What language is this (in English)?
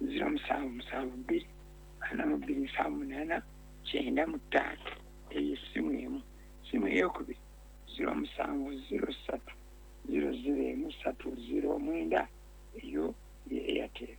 Ganda